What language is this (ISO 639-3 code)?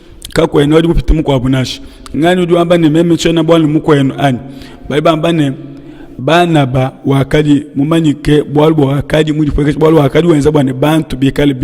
lua